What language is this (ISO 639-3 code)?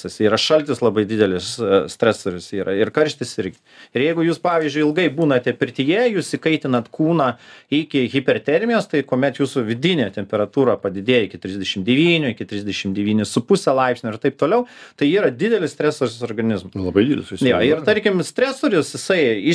lit